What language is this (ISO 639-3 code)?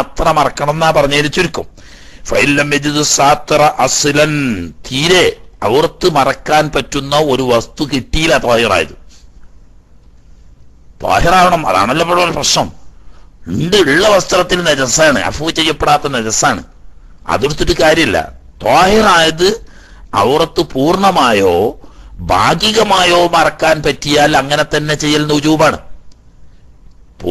mal